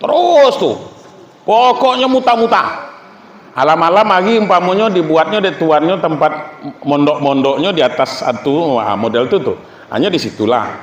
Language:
Minangkabau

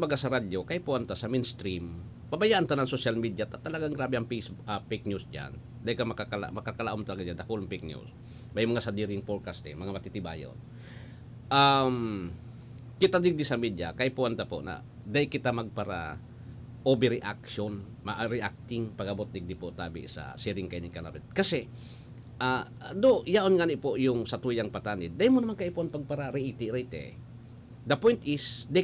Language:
Bikol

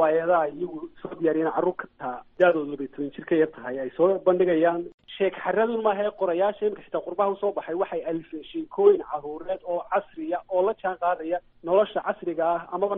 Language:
Somali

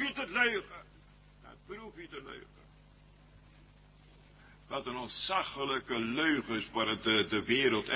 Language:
Dutch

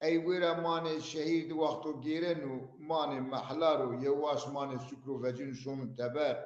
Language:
Zaza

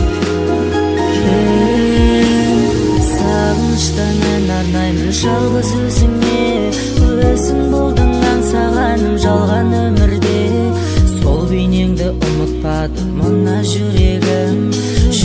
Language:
Kazakh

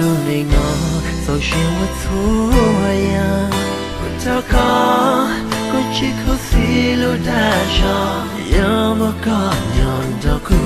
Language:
Hmong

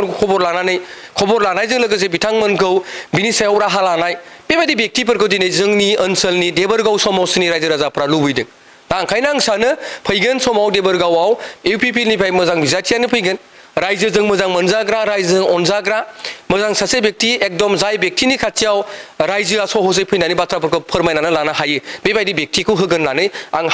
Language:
Bodo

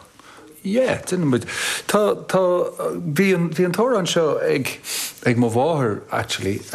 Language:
Irish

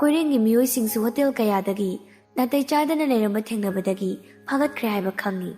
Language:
Manipuri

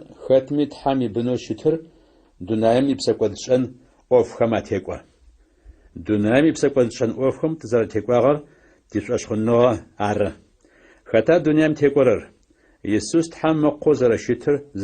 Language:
Adyghe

